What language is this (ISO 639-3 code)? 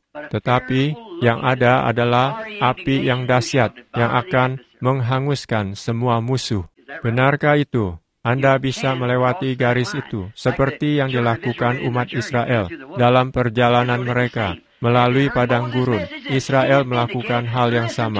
ind